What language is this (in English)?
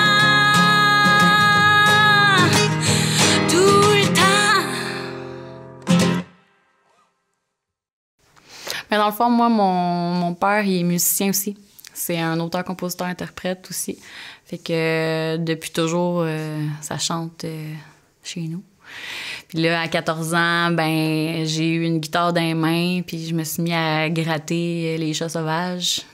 French